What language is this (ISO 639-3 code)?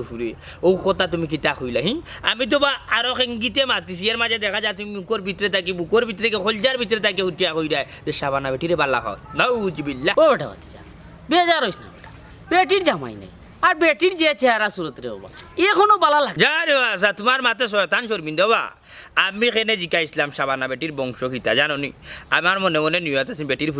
syl